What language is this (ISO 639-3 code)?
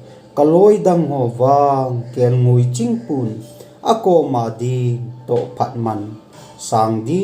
tcz